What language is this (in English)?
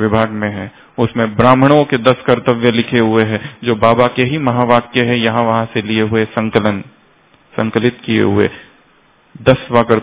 Hindi